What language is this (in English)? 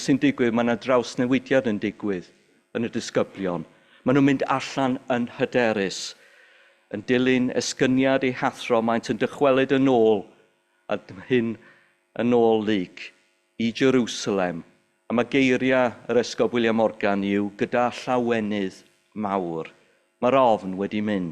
Welsh